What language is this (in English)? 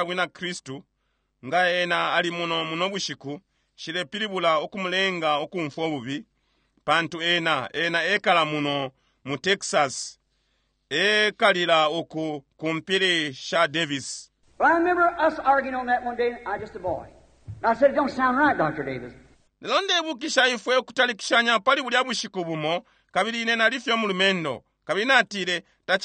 Bemba